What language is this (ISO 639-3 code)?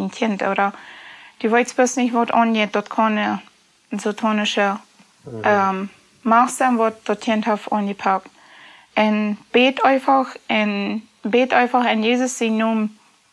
pdt